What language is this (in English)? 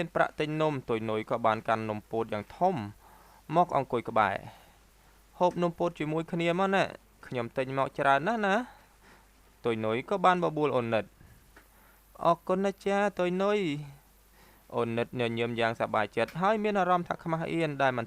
Khmer